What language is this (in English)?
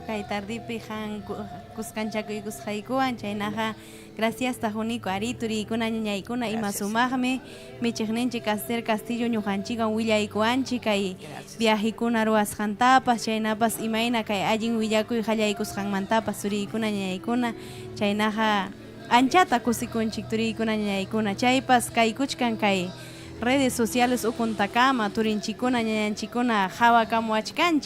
Ayacucho Quechua